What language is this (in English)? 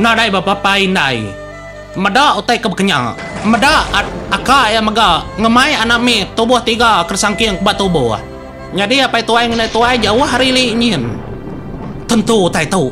Iban